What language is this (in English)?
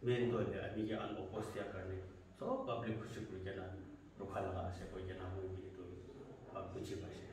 Naga Pidgin